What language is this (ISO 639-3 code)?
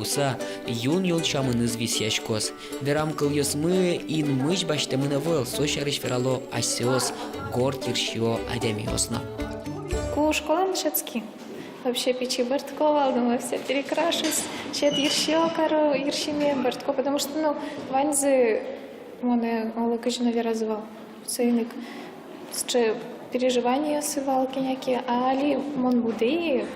udm